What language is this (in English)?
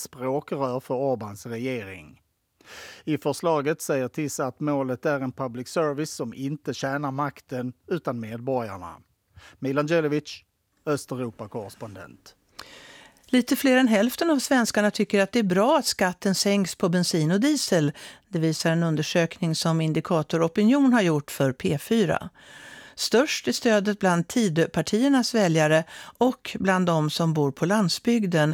Swedish